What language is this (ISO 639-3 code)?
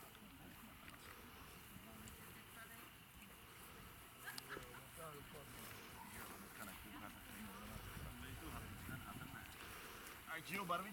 ces